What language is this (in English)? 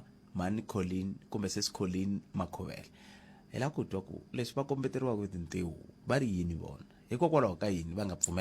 Tsonga